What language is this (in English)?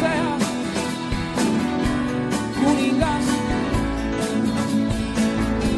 Estonian